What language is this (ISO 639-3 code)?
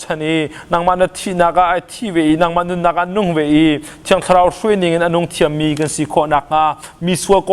cnh